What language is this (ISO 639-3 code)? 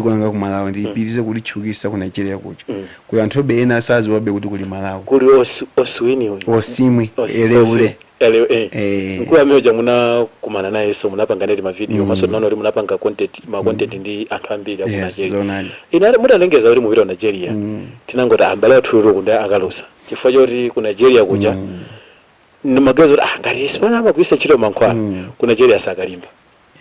nya